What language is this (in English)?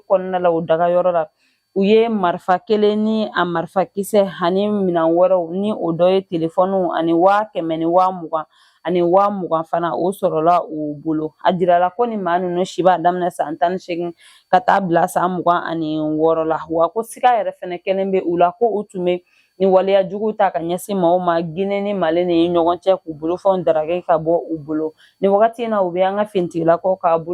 Bambara